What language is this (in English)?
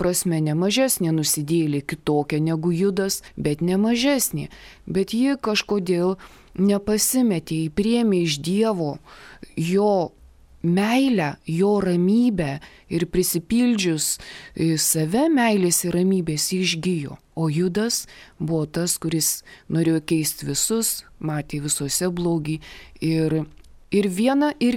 Lithuanian